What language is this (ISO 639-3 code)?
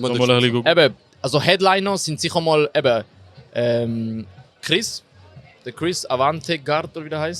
gsw